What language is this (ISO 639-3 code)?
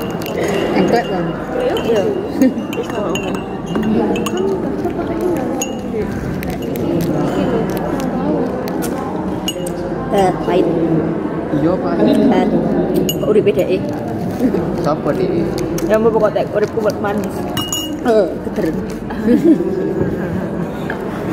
ind